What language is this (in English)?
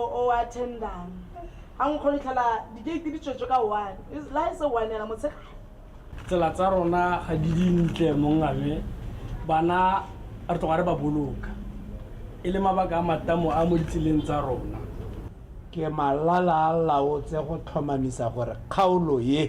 Tswana